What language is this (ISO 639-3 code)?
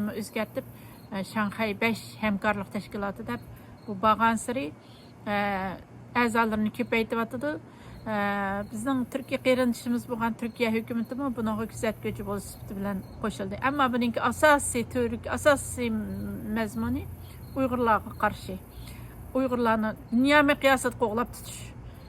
uig